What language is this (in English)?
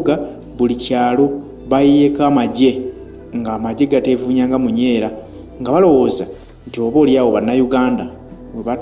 Ganda